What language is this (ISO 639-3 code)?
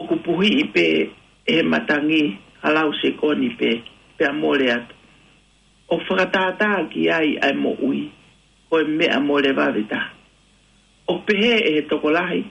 ton